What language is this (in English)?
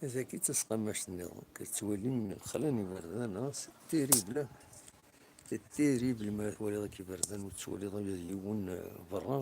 Kabyle